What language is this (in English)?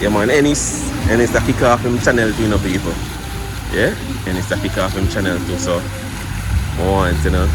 Jamaican Creole English